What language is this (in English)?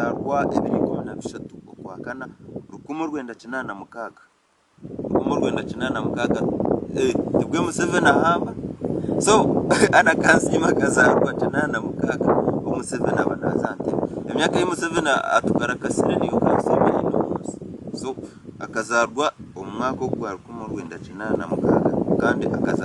Nyankole